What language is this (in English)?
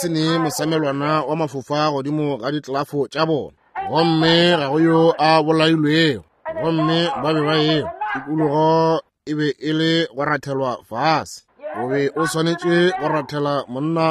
Northern Sotho